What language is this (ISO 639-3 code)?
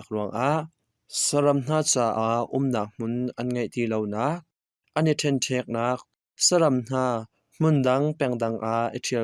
cnh